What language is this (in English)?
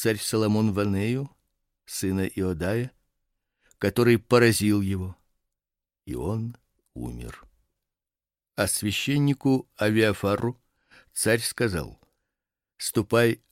Russian